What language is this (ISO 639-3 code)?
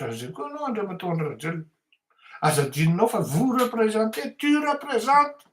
mlg